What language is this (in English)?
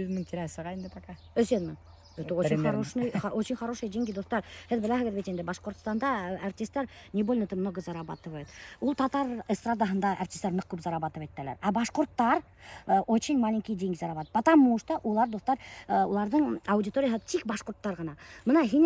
Bashkir